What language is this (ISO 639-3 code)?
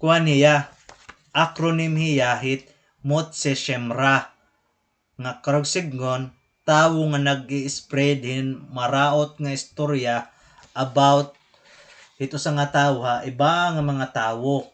war